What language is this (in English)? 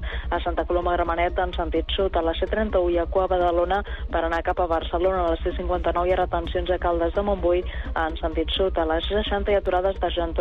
Catalan